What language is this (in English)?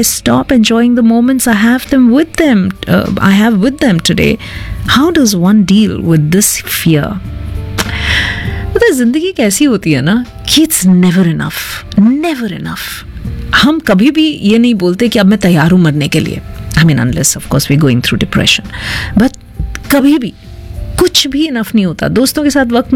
Hindi